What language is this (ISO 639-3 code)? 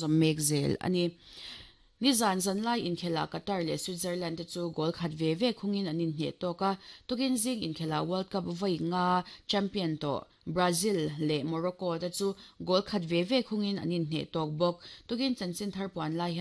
lus